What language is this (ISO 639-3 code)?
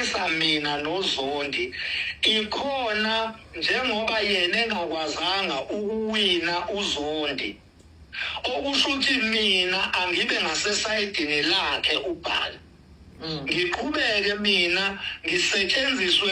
zul